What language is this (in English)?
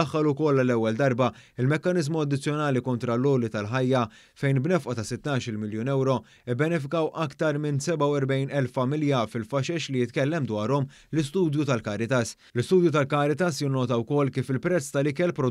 Maltese